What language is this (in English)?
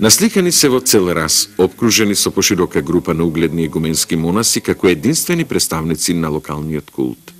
Macedonian